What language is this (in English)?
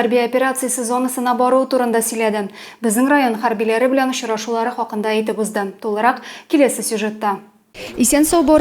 Tatar